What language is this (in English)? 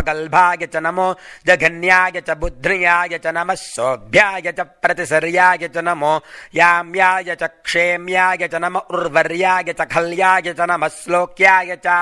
Sanskrit